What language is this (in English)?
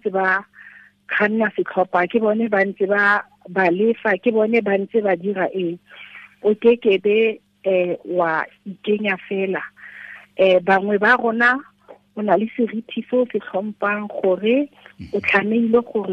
Tswana